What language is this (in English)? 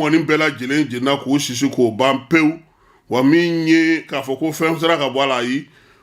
Bambara